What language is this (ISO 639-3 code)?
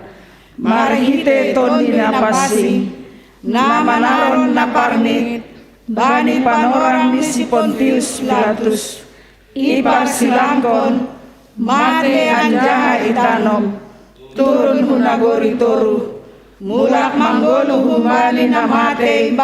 bts